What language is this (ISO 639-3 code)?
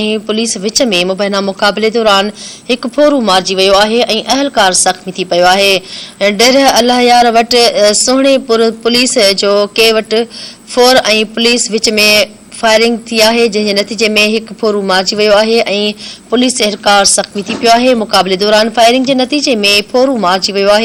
snd